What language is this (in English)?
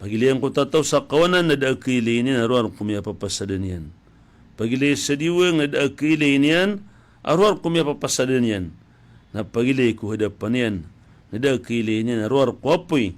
Maranao